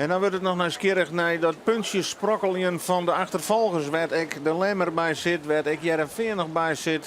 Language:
Western Frisian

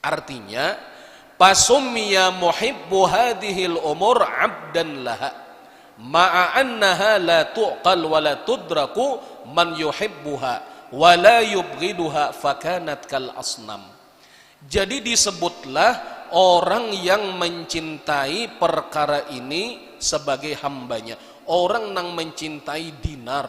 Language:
Banjar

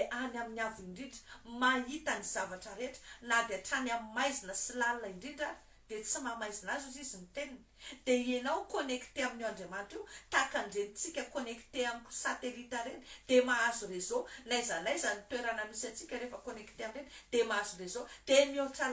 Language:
Malagasy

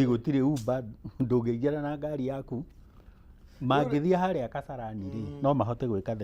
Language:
Kikuyu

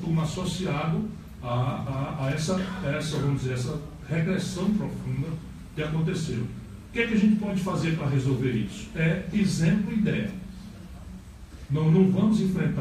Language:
Portuguese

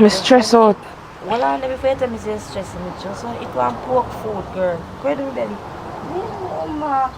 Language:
Jamaican Creole English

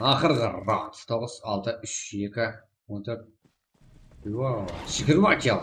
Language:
Kara-Kalpak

